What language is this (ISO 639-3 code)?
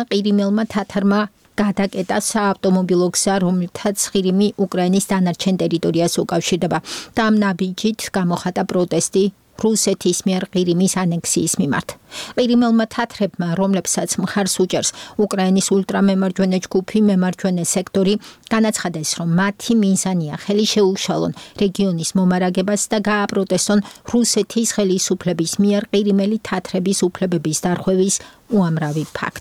kat